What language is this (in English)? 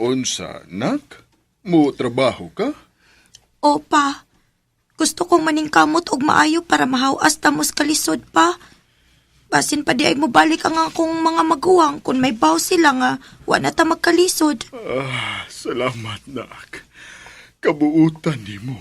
Cebuano